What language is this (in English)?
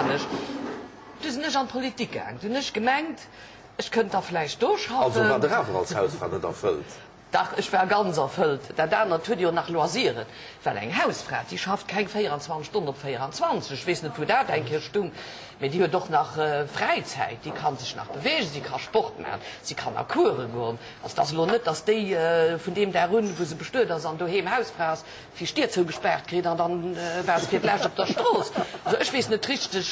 Luxembourgish